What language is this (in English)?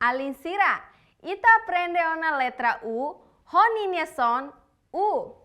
Tetum